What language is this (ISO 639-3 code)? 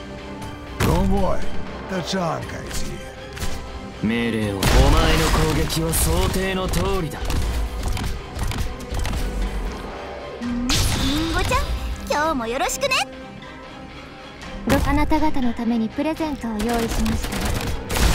jpn